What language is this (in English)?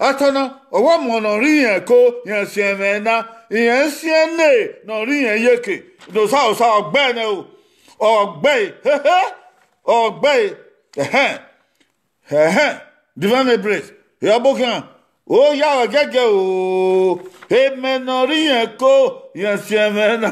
Bini